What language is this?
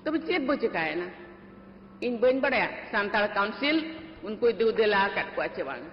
Santali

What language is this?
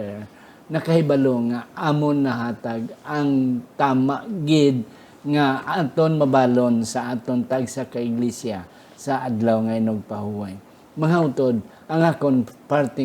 Hiligaynon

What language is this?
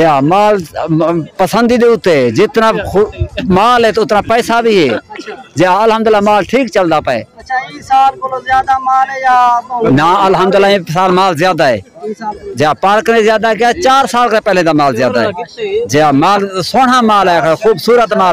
Saraiki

